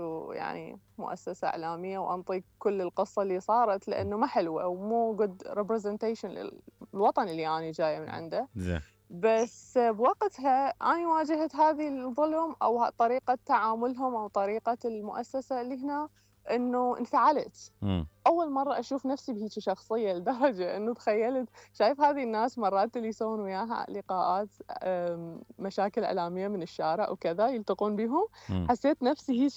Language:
Mesopotamian Arabic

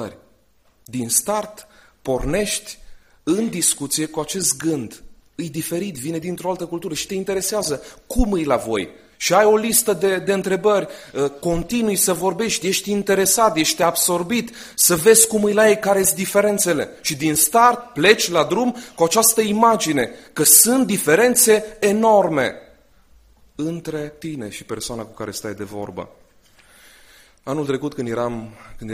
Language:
Romanian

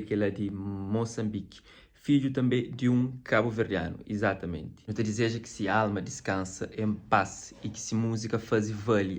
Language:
Kabuverdianu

